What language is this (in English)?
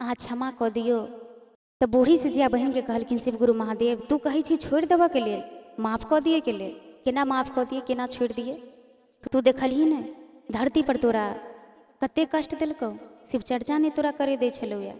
Maithili